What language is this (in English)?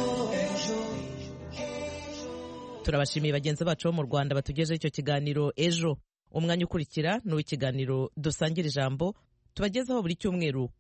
Kinyarwanda